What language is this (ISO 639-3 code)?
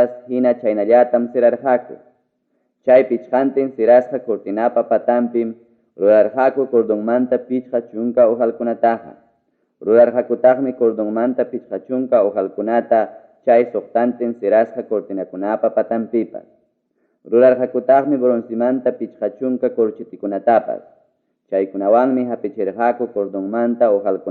quy